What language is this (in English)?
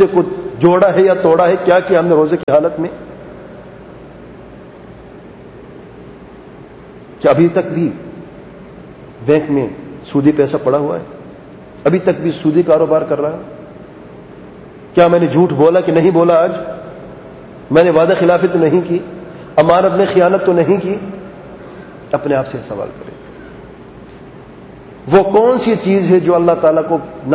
Urdu